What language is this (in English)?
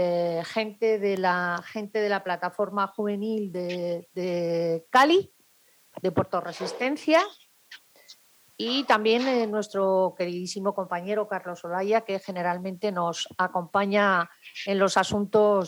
Spanish